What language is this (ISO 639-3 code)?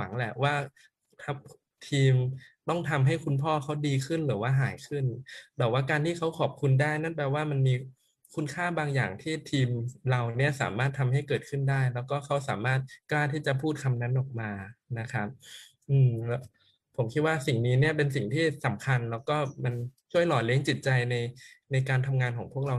tha